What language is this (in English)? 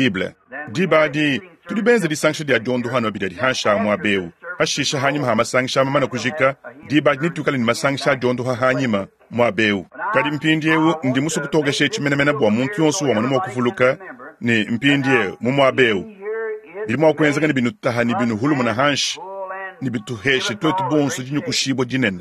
Luba-Lulua